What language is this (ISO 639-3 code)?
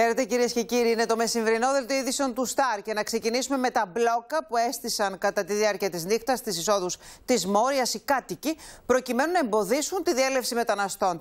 ell